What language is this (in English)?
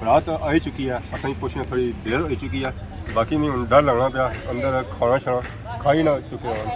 Pahari-Potwari